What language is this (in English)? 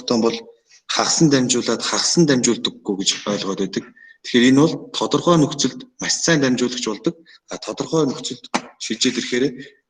Mongolian